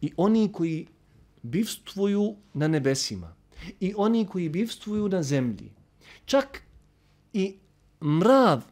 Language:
Bosnian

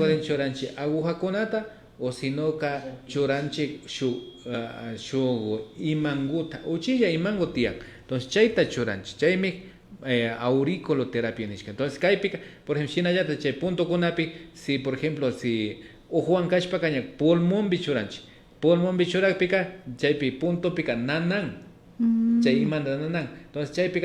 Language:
Imbabura Highland Quichua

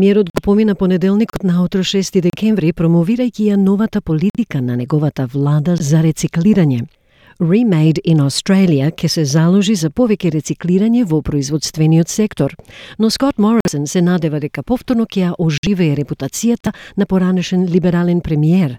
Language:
Macedonian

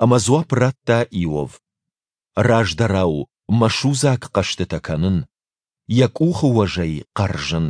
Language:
Ossetic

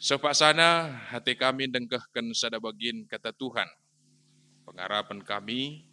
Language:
Batak Karo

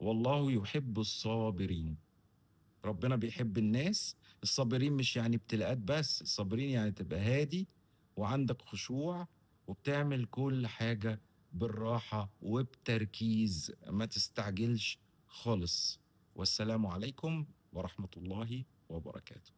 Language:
Egyptian Arabic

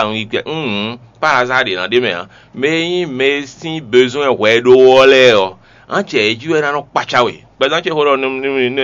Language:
Fon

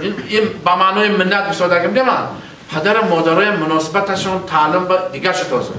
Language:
Tajik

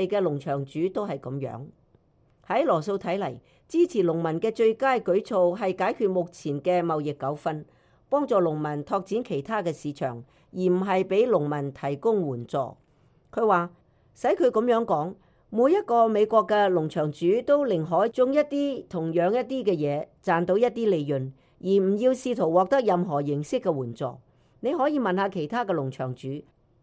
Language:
Cantonese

